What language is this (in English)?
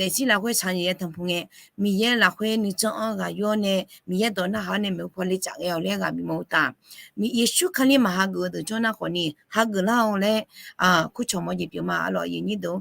Akha